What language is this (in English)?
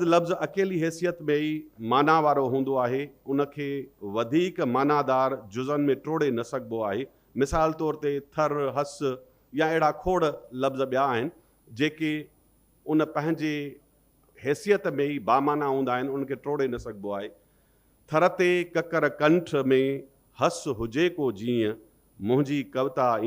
Sindhi